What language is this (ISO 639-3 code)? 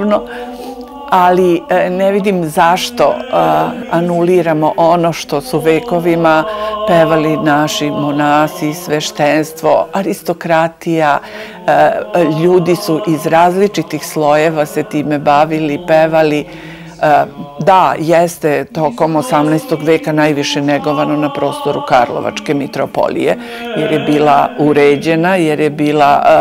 srp